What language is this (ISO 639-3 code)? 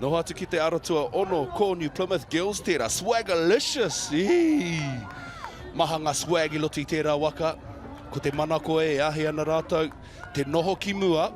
mri